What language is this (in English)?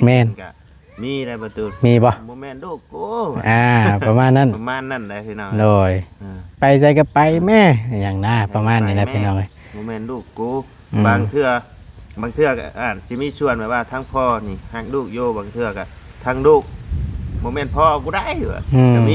Northeastern Thai